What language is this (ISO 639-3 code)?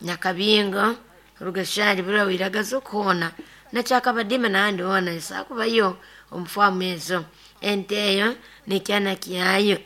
nyn